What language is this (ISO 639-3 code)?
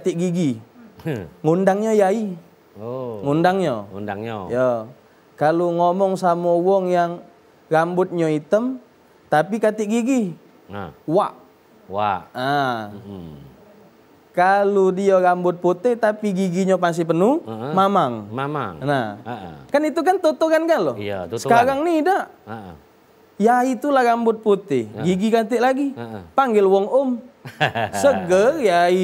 mui